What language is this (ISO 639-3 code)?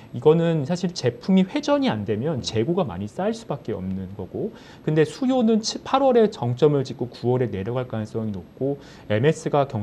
kor